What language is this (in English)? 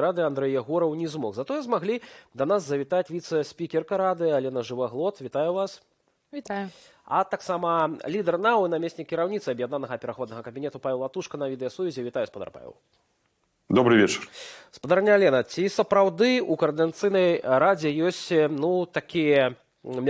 Belarusian